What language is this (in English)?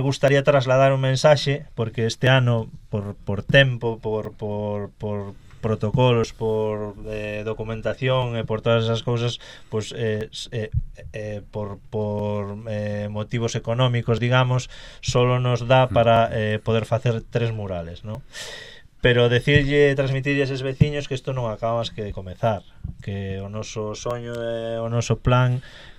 Galician